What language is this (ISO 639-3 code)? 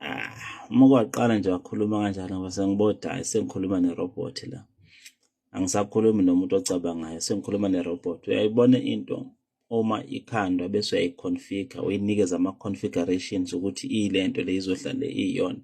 zul